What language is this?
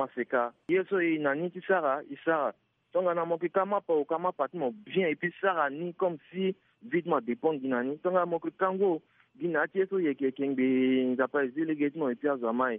Sango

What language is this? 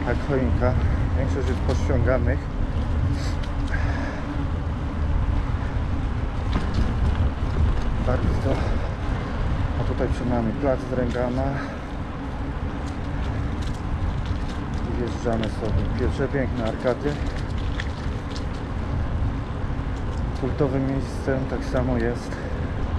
Polish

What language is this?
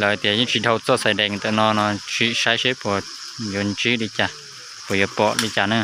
Hmong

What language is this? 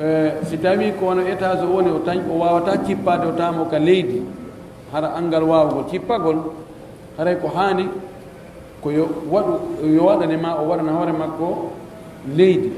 Pular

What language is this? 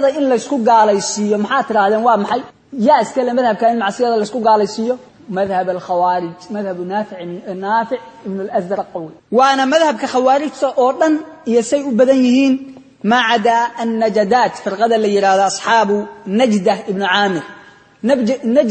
Somali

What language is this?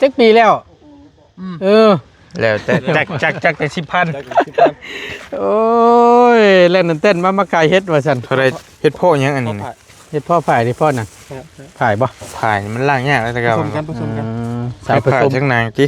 Northeastern Thai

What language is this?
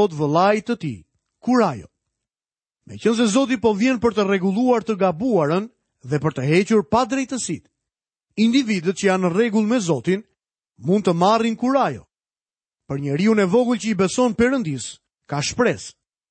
Albanian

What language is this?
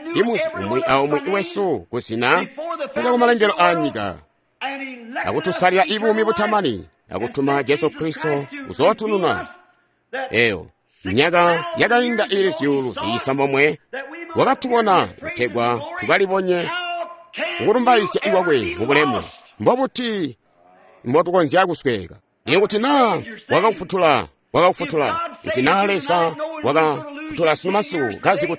Tonga (Zambia)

